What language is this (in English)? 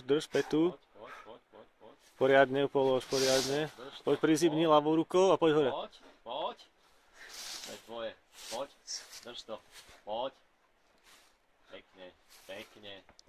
Slovak